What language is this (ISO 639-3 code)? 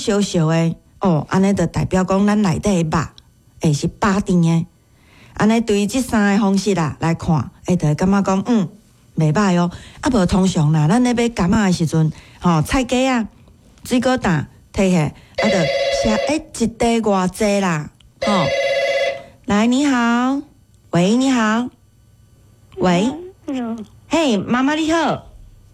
nan